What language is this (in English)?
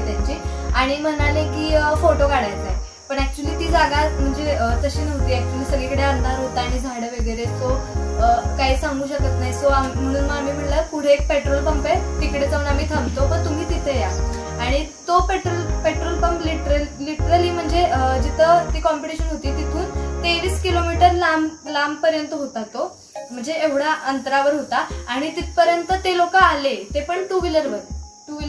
Marathi